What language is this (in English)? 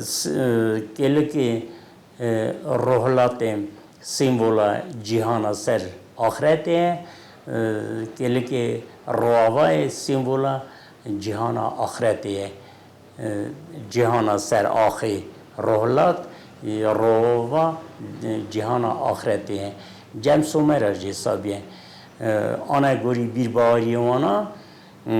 Kurdish